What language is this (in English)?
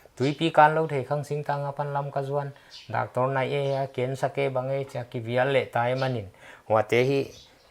Paite Chin